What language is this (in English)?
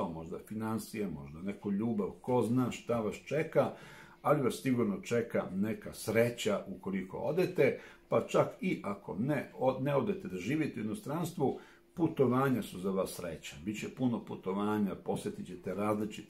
Serbian